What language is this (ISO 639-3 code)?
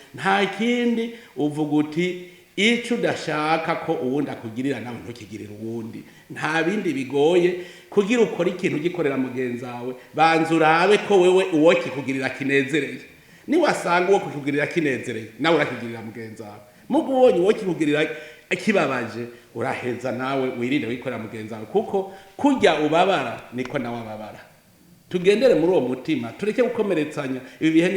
run